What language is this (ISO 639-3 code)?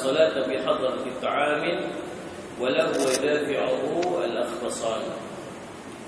msa